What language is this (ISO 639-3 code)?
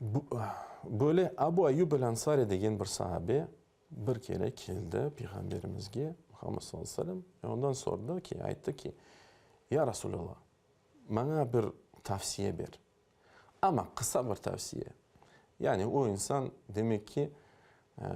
crh